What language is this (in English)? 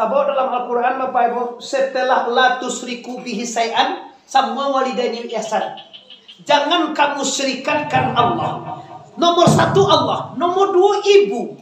Minangkabau